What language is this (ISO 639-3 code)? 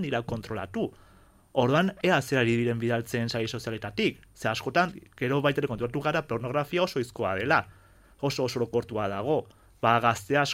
eus